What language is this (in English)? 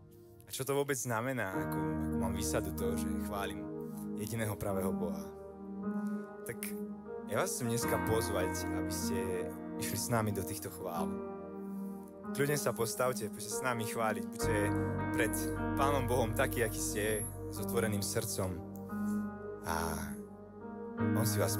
Slovak